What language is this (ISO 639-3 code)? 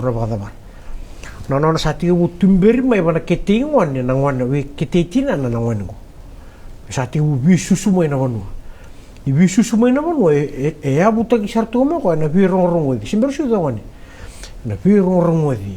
fij